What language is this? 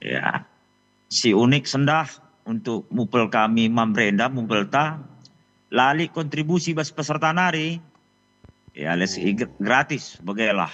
Batak Karo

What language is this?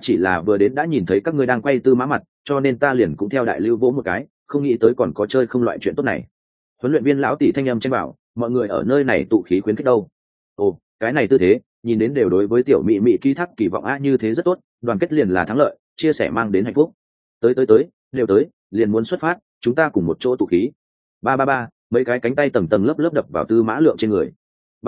Vietnamese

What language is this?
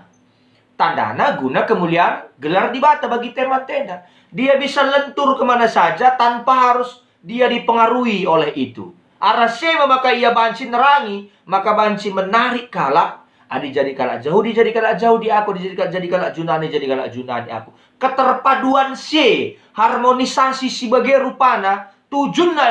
Batak Karo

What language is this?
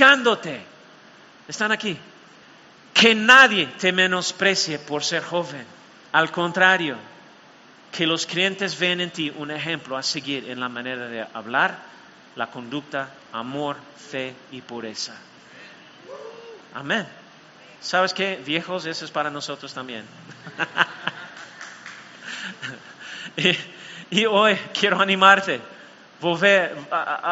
Spanish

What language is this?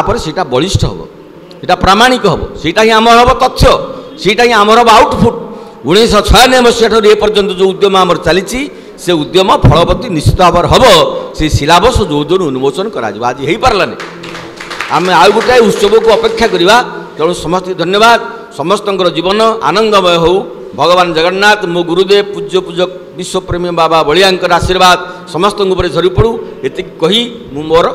Odia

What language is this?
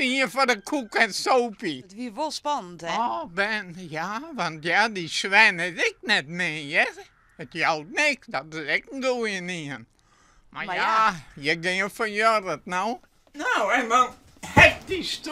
Western Frisian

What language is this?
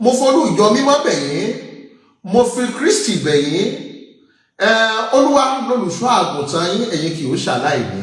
Yoruba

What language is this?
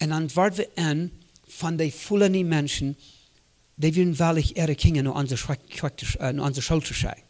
Plautdietsch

